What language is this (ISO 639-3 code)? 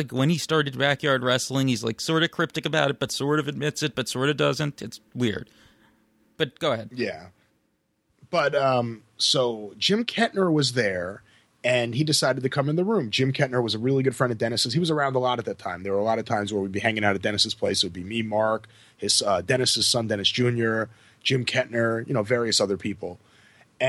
eng